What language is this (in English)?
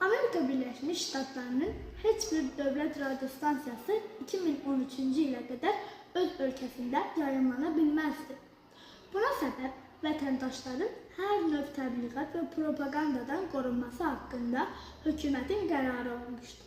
Azerbaijani